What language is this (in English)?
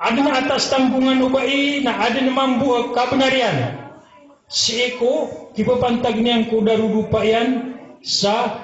Maranao